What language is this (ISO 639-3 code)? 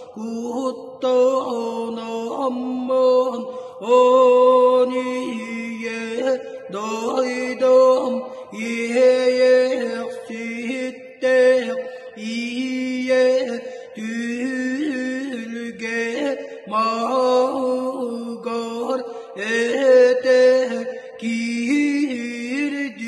sah